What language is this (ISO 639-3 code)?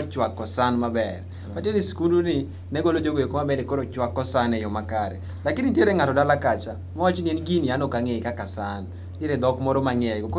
luo